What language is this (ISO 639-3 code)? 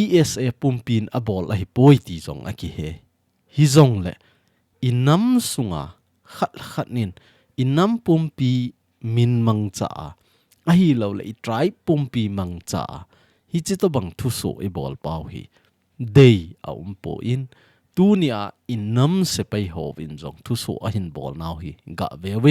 tcz